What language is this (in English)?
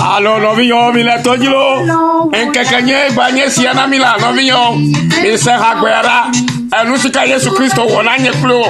Ewe